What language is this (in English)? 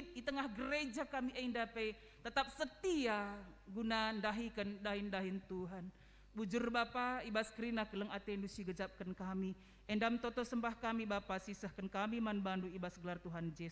Batak Karo